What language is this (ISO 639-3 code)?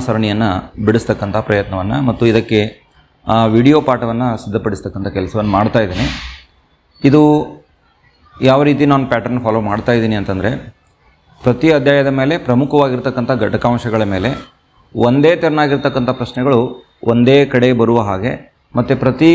kan